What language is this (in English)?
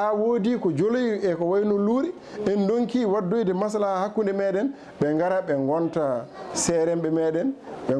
Fula